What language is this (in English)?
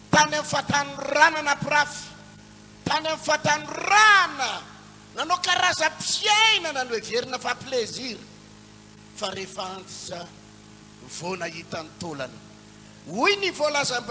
Malagasy